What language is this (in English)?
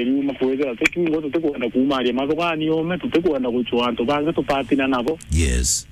Meru